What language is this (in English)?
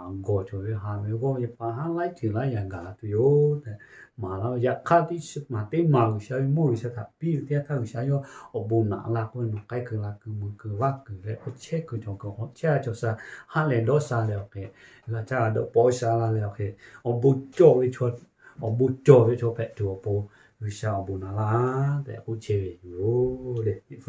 Lahu